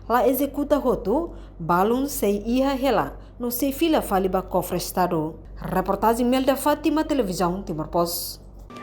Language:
Tetum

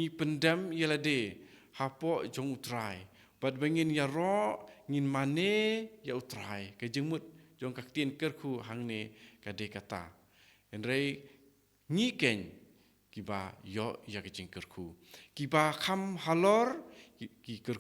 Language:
Khasi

